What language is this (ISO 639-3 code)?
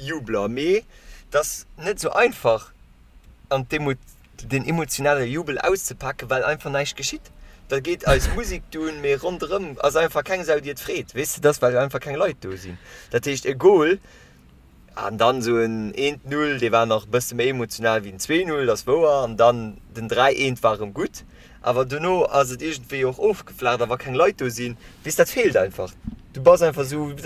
ltz